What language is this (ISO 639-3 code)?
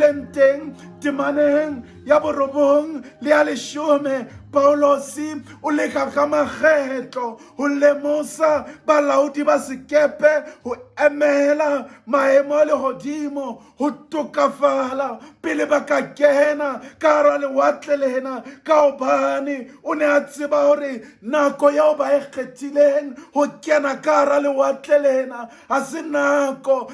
sot